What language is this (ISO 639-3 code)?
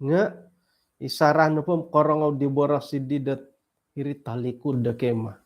dtp